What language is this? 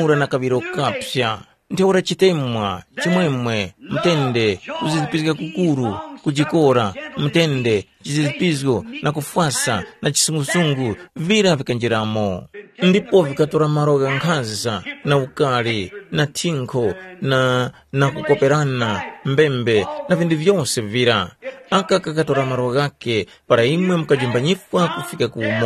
Tumbuka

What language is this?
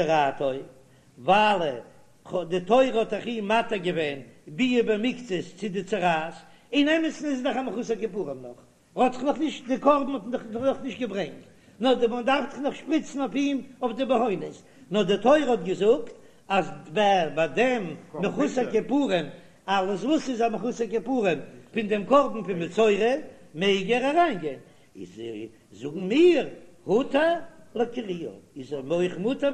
Yiddish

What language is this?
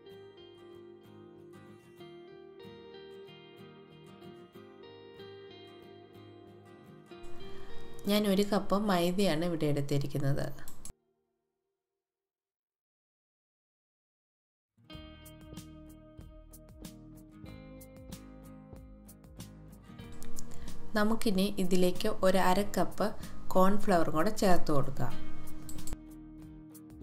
Malayalam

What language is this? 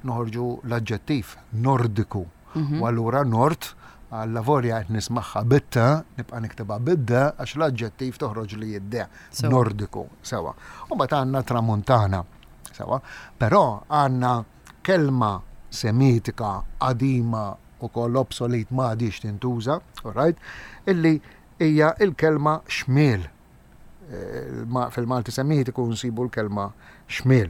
Maltese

